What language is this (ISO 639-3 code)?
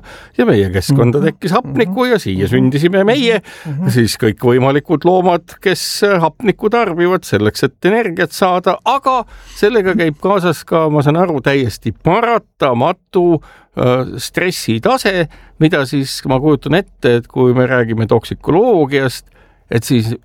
est